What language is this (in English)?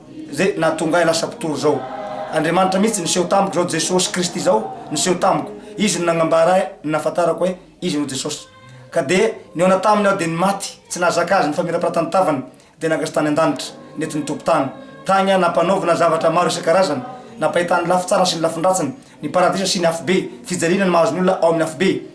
Malagasy